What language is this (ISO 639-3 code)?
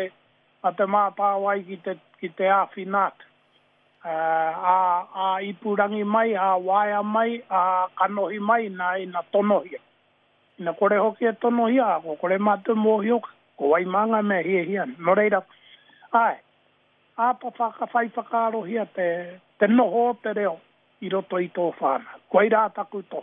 mri